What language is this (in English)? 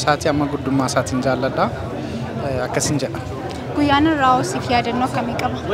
Oromo